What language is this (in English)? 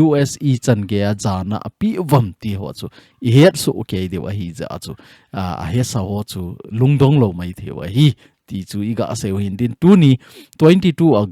Thado Chin